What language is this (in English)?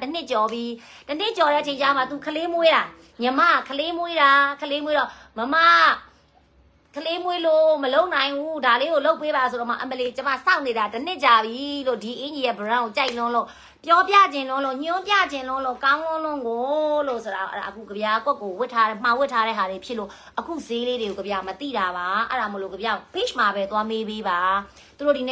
Burmese